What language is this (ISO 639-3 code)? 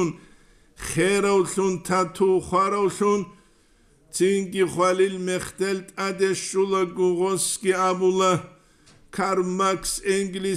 ava